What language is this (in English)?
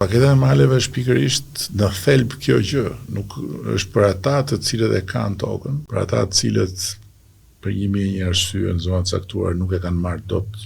Albanian